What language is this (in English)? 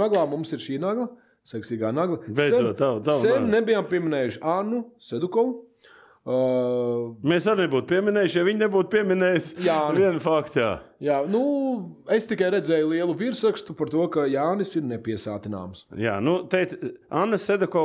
Latvian